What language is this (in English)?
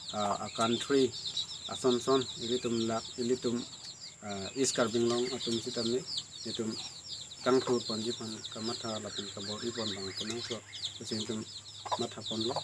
Karbi